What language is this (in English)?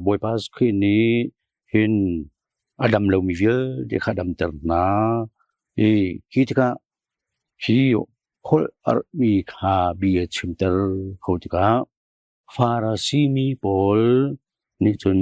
Hakha Chin